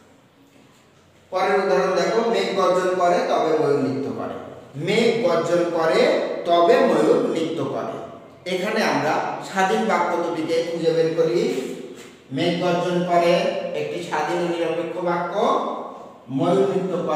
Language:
Bangla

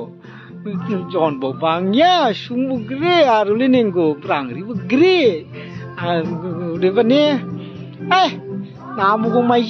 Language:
Dimasa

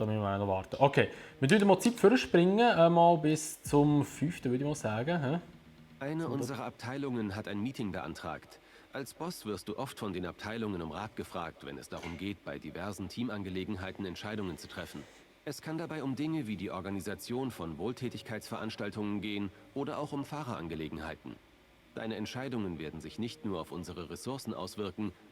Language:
Swiss German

